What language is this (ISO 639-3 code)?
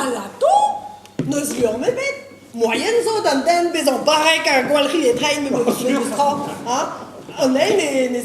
bre